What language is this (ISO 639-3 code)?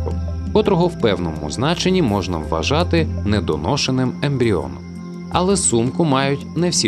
ukr